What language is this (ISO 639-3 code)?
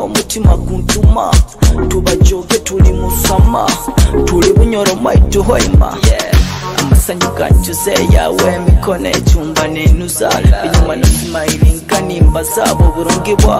nyo